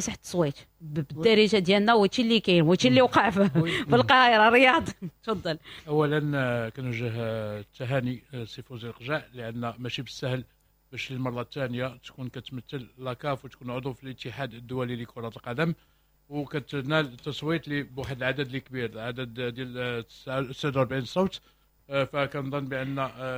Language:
Moroccan Arabic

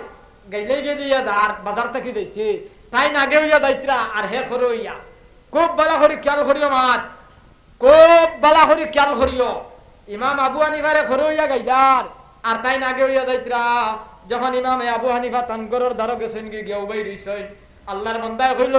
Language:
Sylheti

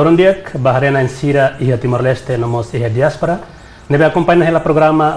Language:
Tetum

